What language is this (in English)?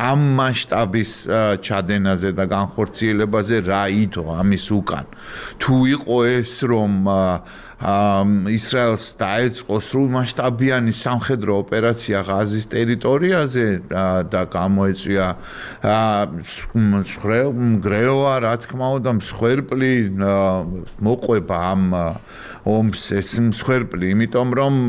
Georgian